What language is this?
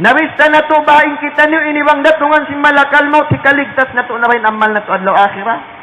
Tausug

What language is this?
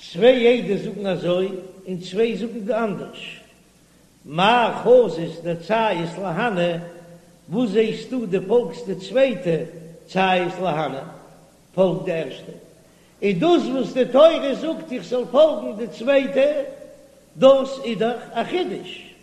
Yiddish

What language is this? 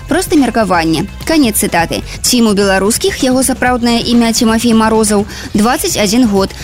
Belarusian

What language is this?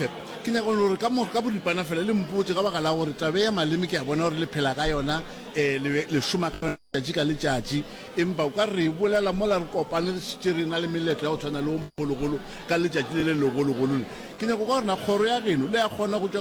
Northern Sotho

